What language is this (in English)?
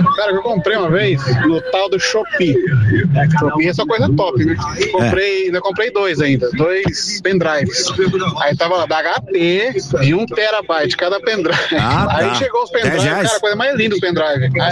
Portuguese